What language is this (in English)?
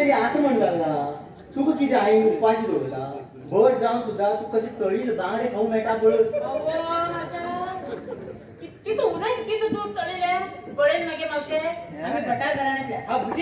Konkani